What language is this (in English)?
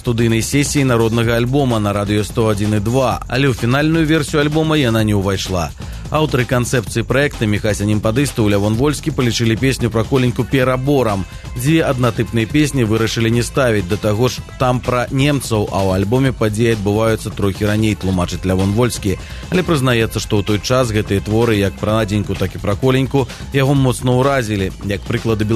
Belarusian